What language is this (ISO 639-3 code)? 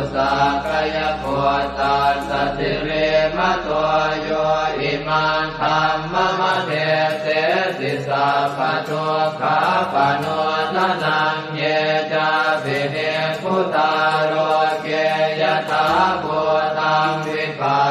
pli